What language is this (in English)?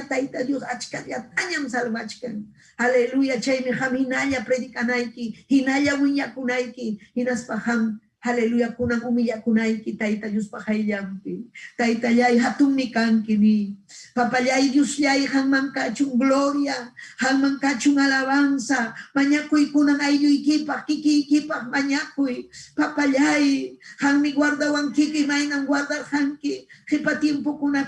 Ayacucho Quechua